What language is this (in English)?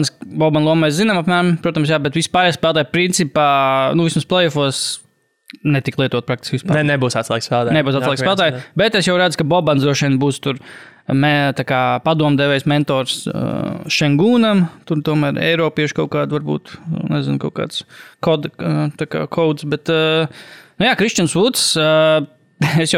Latvian